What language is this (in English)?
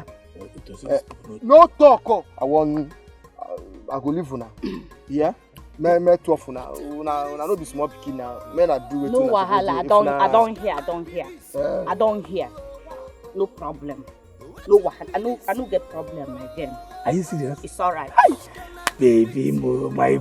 Nigerian Pidgin